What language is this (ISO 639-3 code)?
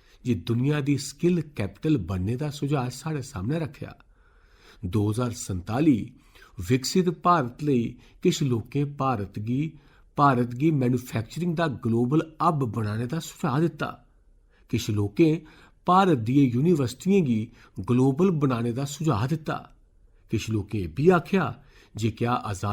doi